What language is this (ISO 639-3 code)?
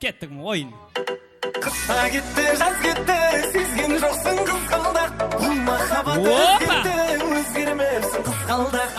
kaa